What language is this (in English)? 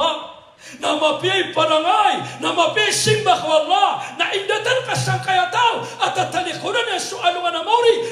Maranao